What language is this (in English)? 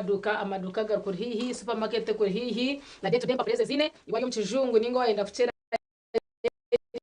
Nyankole